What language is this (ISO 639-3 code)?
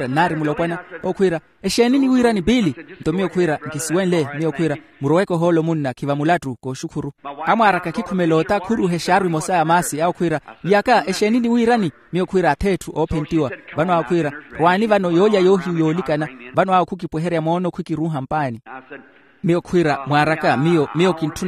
vmw